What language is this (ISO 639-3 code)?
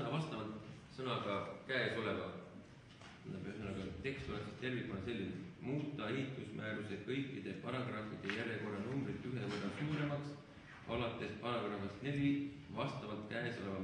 est